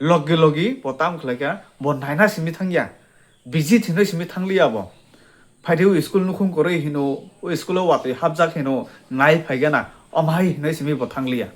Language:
Kok Borok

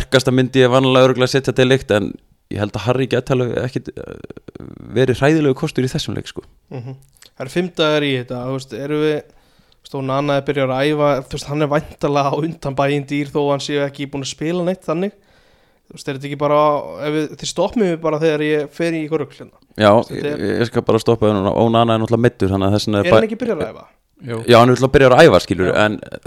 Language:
Icelandic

